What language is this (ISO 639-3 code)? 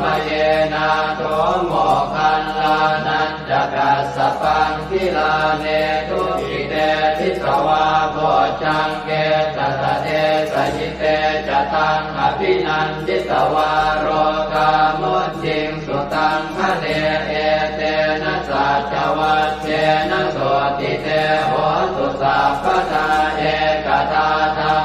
pli